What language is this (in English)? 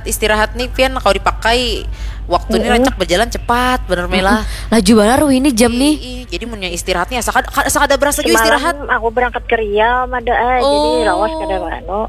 Banjar